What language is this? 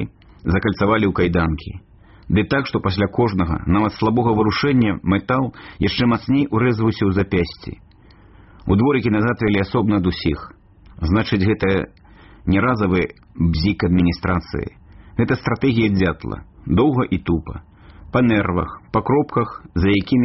Belarusian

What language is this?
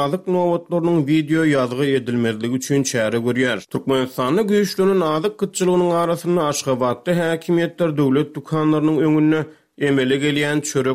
Turkmen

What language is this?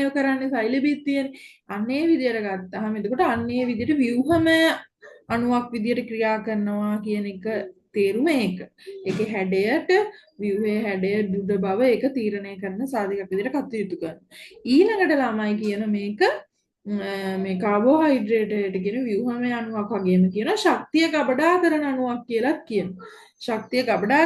Sinhala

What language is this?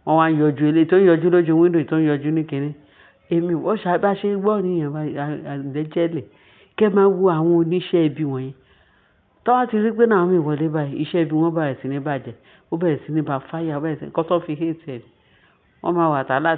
Yoruba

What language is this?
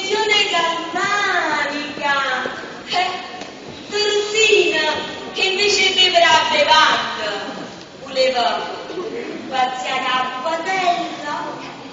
Neapolitan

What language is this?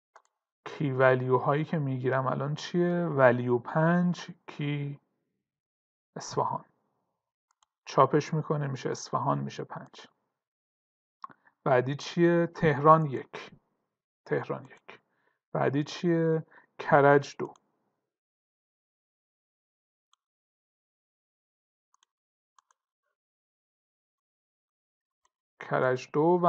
Persian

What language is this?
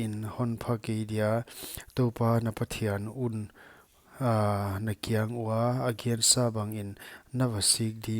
Paite Chin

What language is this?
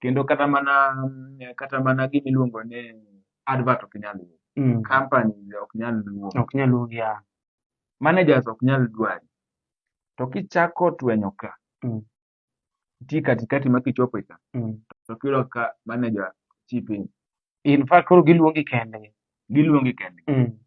Luo (Kenya and Tanzania)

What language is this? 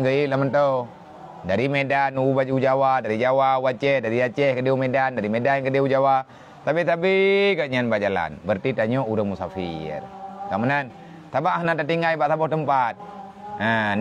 Achinese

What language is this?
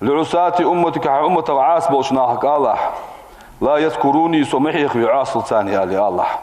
Ingush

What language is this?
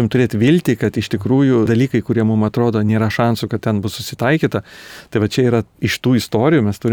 Lithuanian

